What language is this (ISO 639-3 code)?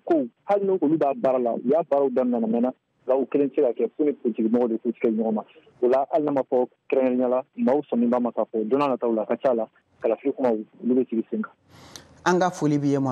bam